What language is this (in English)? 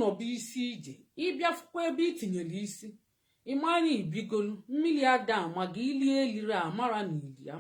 Igbo